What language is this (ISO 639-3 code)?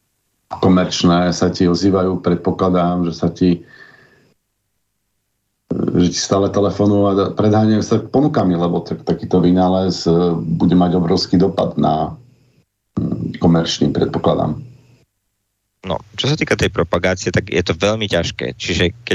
slk